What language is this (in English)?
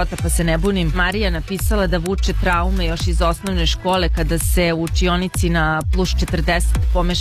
Serbian